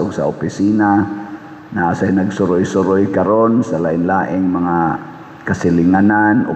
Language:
Cebuano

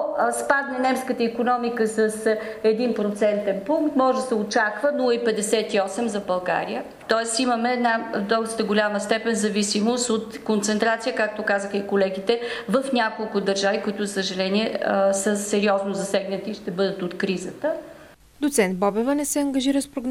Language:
Bulgarian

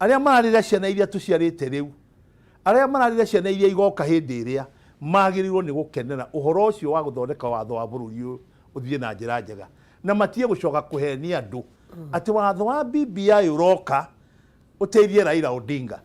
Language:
Kikuyu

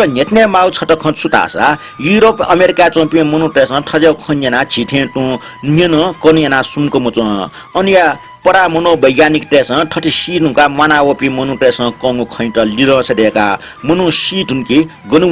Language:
Newari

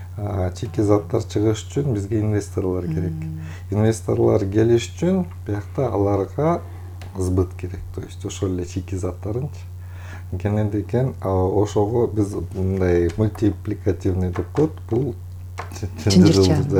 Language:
Kyrgyz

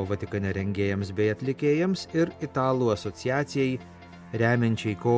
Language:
Lithuanian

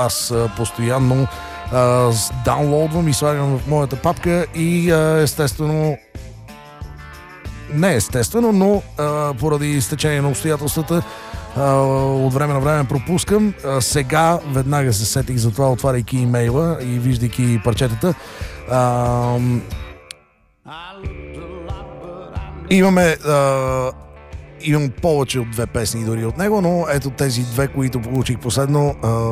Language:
Bulgarian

